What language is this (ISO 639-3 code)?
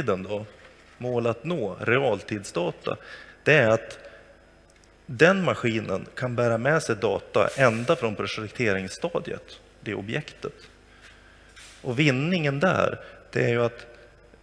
swe